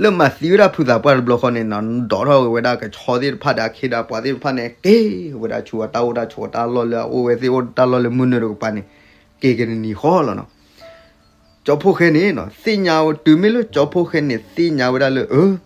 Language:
S'gaw Karen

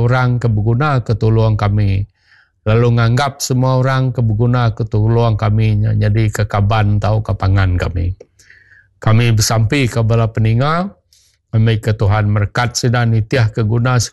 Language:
Iban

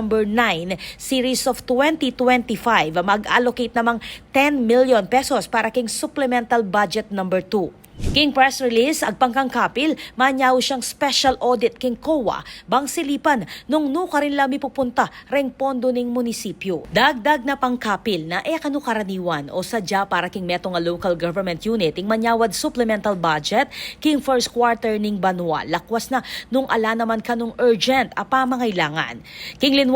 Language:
Pampanga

